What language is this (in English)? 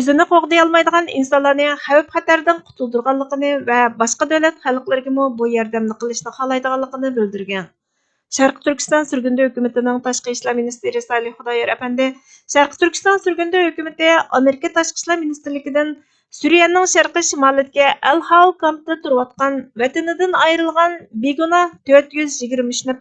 Uyghur